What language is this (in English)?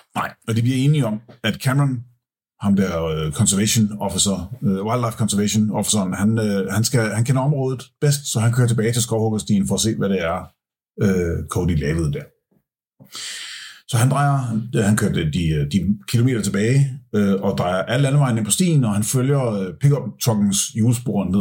Danish